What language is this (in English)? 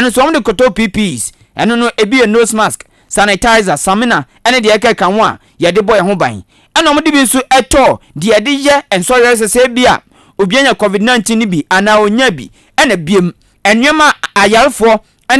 Akan